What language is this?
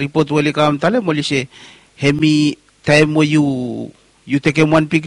Bislama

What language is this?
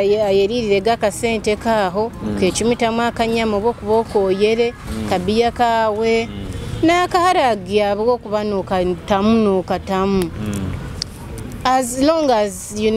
Nyoro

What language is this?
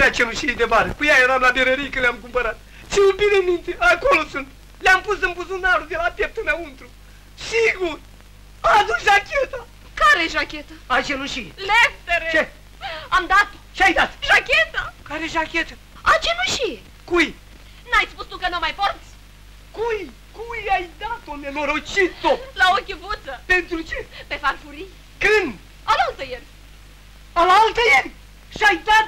Romanian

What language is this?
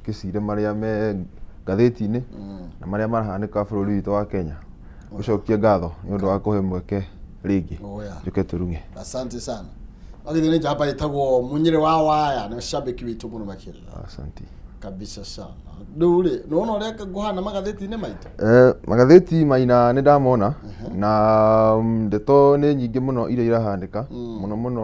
Kikuyu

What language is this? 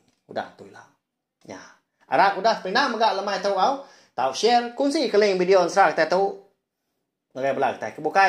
Iban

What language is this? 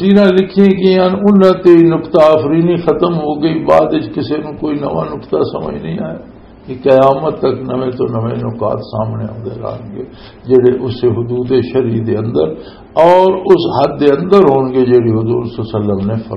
Western Panjabi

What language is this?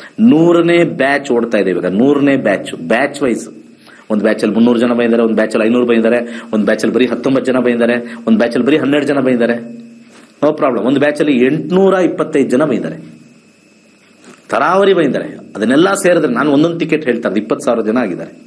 Kannada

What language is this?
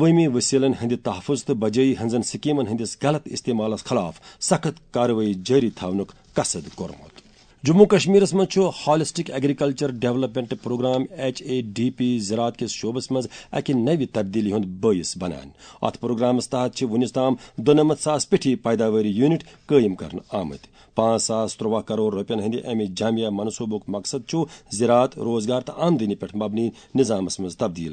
Kashmiri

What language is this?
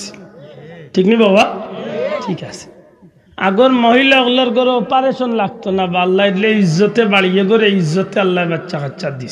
Sylheti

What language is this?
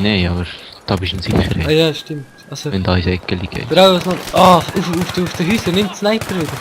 Swiss German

